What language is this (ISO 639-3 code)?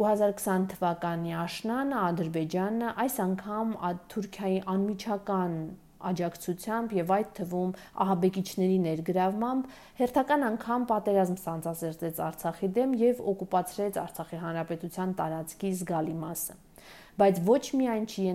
hye